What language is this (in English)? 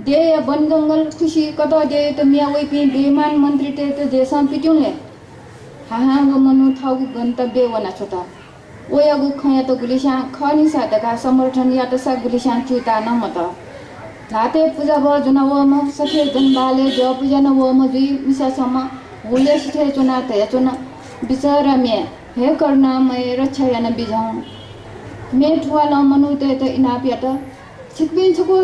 Newari